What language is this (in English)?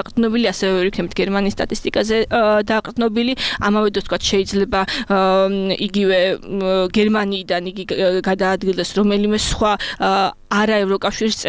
Georgian